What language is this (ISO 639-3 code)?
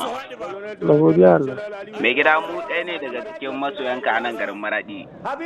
hau